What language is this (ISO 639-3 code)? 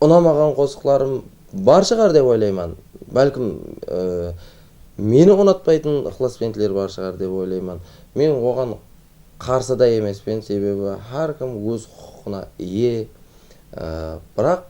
kaa